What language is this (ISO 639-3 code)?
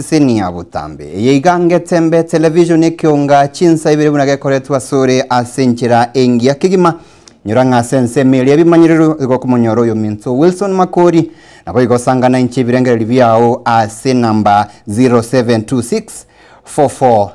guz